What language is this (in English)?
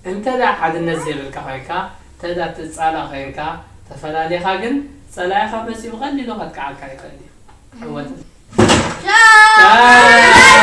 Tigrinya